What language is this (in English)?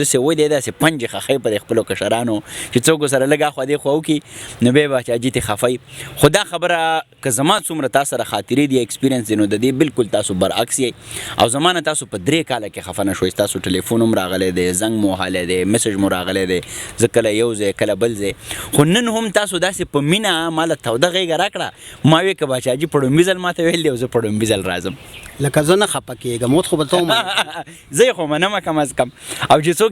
Pashto